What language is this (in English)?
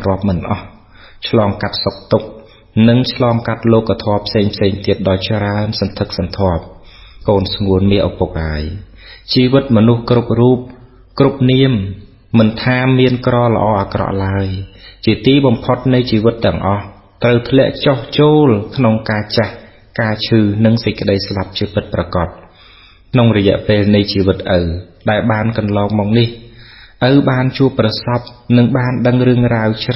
Khmer